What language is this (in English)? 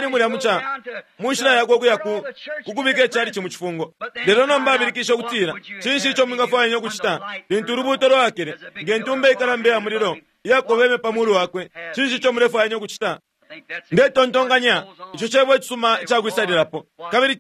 Bemba